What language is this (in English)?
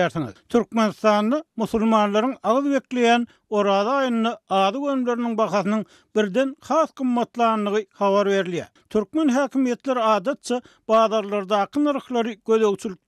Turkmen